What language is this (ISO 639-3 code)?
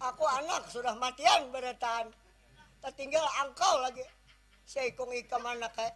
bjn